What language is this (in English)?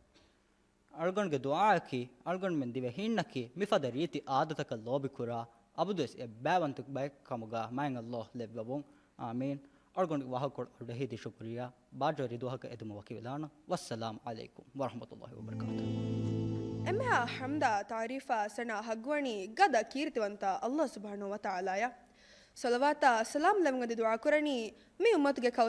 Divehi